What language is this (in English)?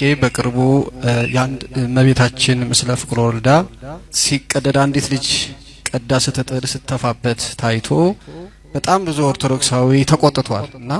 Amharic